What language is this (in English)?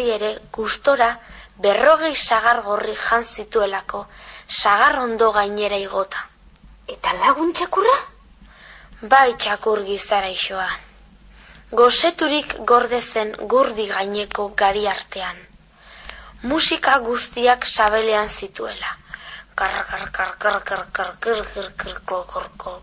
Basque